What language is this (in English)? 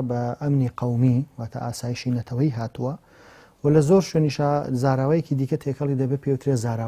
Central Kurdish